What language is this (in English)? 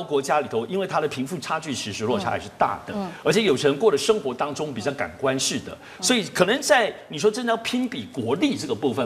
Chinese